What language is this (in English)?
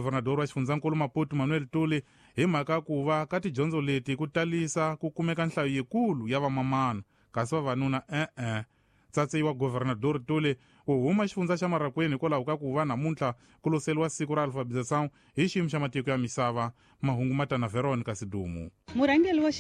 Tsonga